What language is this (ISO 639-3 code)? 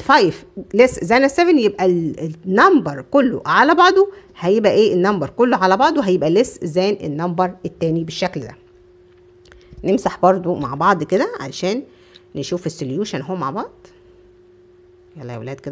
arz